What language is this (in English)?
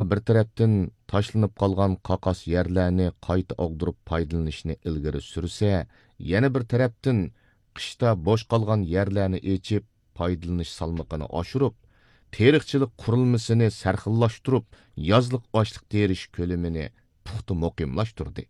Uyghur